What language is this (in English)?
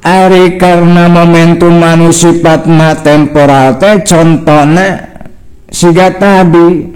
Sundanese